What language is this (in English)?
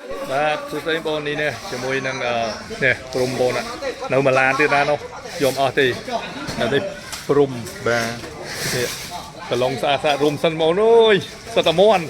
Khmer